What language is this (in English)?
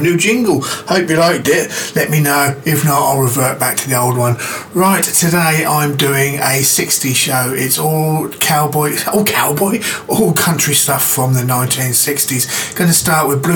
English